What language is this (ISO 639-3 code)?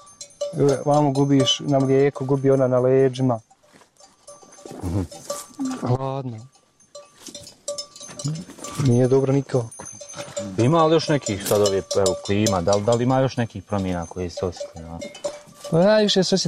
bos